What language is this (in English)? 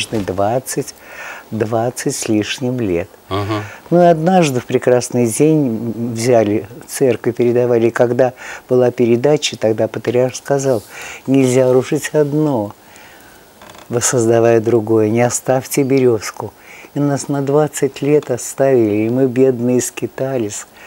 Russian